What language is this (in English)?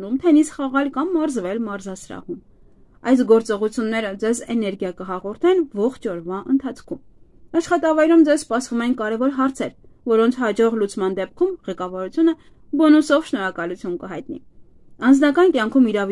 Armenian